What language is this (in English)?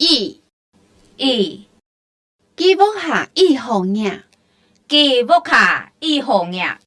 Hakka Chinese